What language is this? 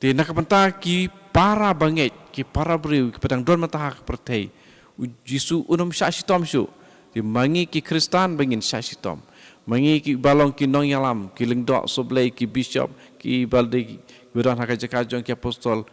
Khasi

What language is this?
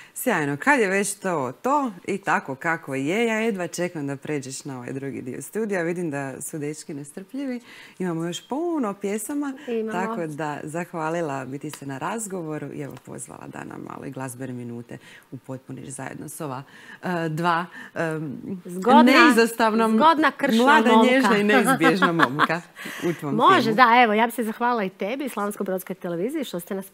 Croatian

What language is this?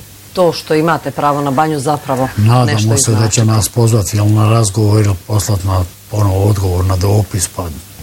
Bosnian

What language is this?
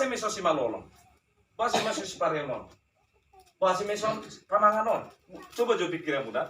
Batak Toba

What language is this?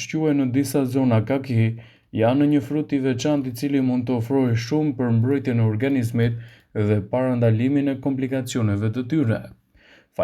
Albanian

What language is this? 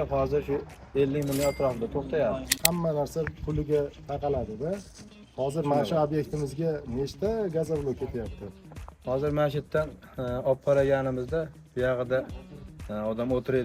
Uzbek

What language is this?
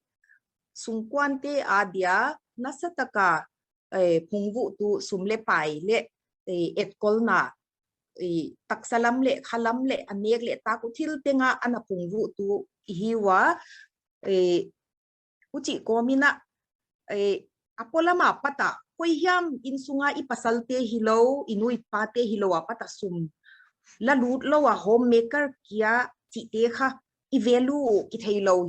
Paite Chin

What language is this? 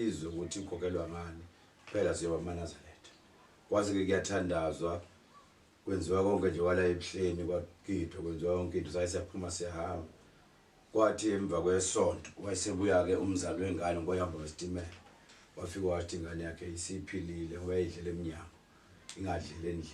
Zulu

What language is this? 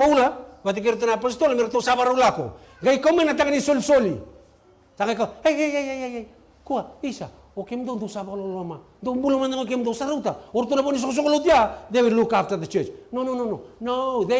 Fijian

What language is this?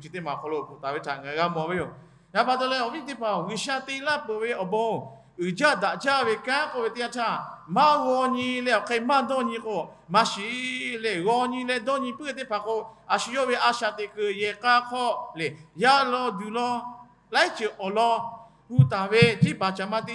Lahu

